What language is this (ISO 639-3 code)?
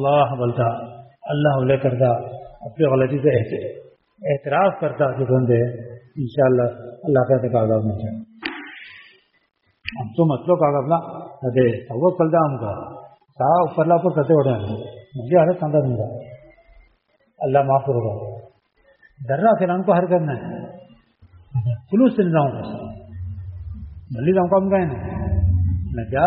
urd